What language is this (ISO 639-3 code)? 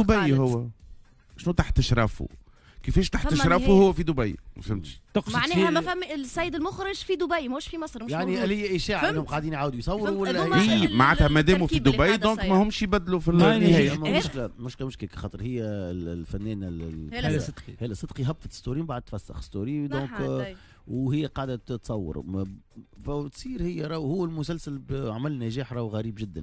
aeb